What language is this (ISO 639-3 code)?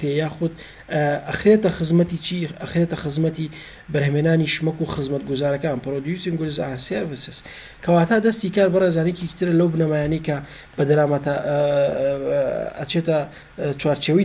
ckb